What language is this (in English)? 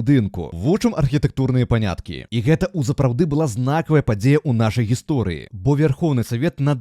Belarusian